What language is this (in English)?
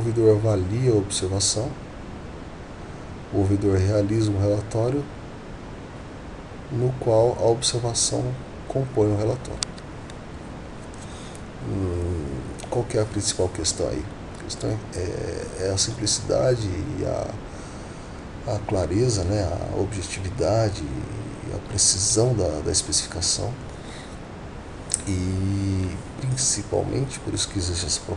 Portuguese